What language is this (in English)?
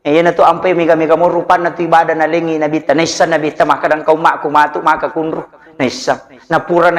Buginese